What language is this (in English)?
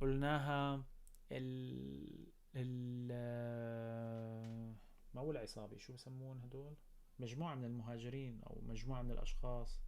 North Levantine Arabic